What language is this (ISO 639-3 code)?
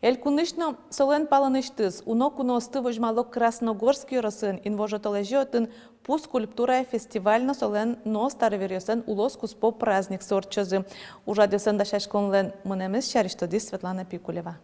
udm